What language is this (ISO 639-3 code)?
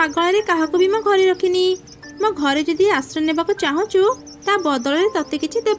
ori